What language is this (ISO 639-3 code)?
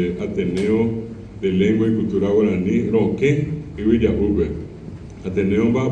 grn